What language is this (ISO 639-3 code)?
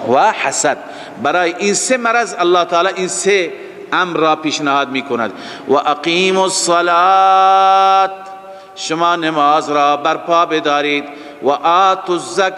fas